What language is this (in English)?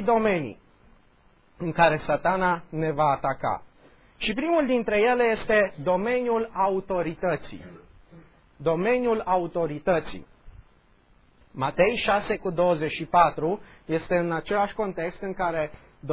Romanian